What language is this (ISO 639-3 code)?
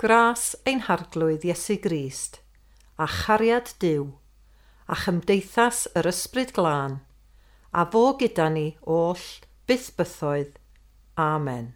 cym